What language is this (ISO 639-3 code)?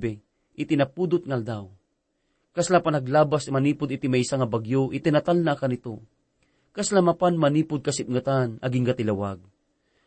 ilo